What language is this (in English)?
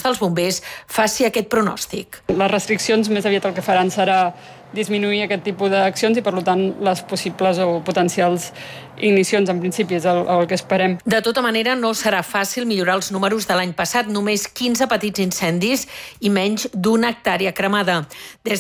Catalan